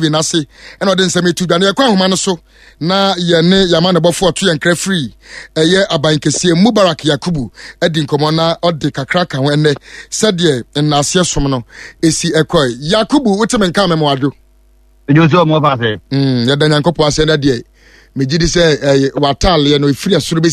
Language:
Akan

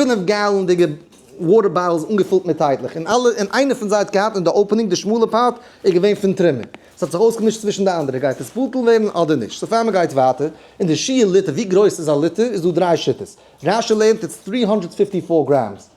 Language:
Yiddish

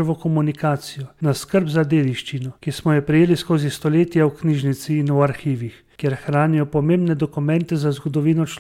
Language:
Slovenian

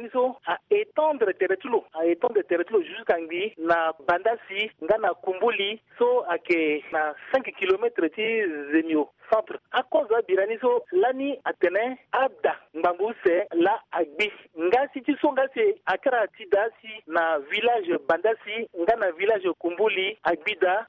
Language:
Sango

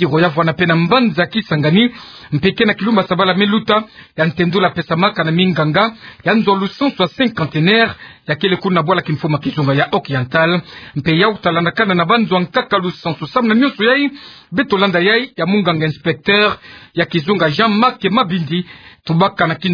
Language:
Kituba (Democratic Republic of Congo)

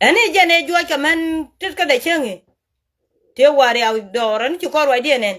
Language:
Nuer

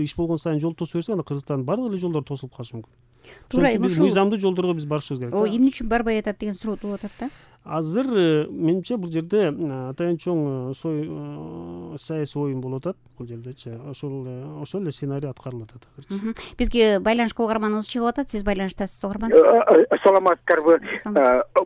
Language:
Kyrgyz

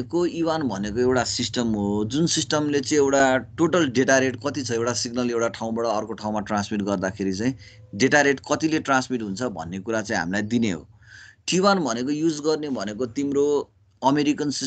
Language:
Nepali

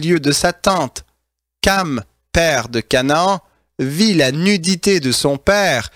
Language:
French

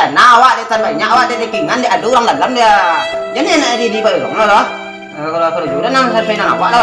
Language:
Minangkabau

